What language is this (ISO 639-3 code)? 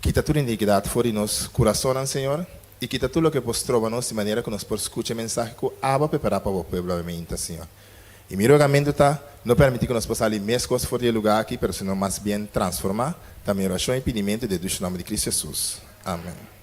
pap